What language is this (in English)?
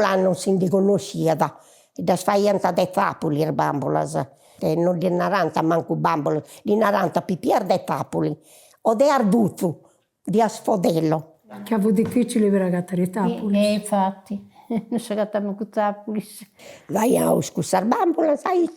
Sardinian